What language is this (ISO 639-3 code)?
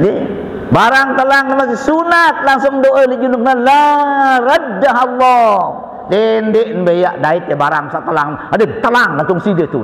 sas